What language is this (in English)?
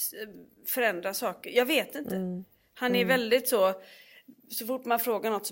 Swedish